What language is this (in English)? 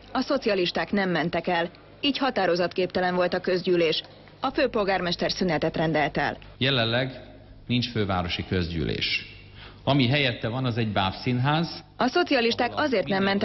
Hungarian